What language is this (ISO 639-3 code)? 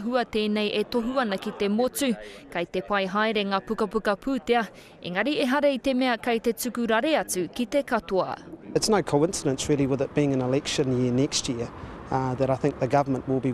mri